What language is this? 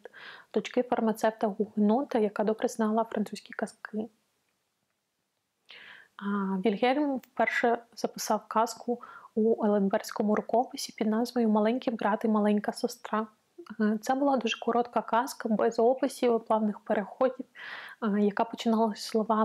Ukrainian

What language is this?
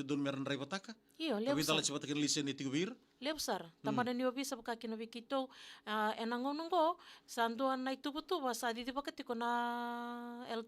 Fijian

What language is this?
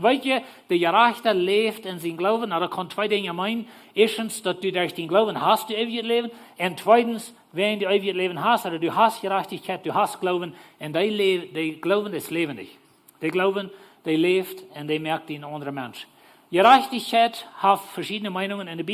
Plautdietsch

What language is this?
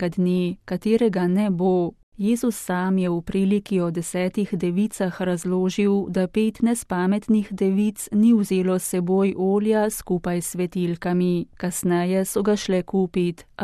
Slovenian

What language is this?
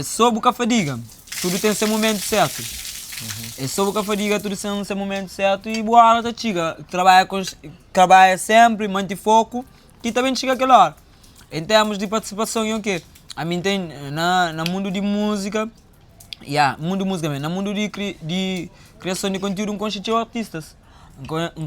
Kabuverdianu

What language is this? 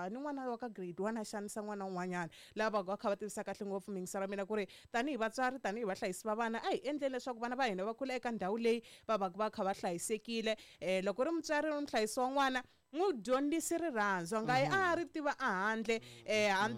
Tsonga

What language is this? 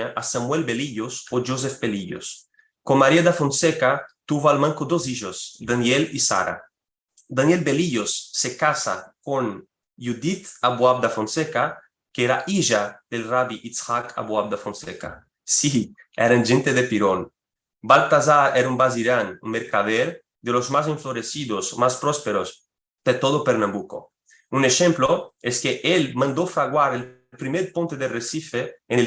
Ladino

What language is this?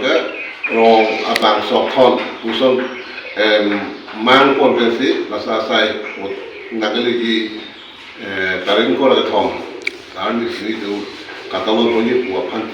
Karbi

